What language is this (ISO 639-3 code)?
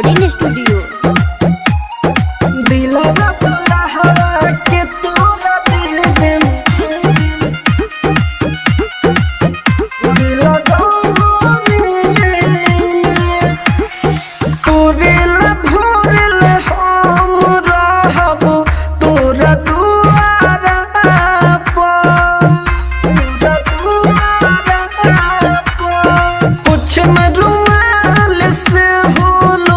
bho